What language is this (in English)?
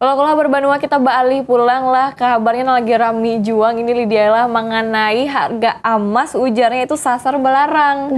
Banjar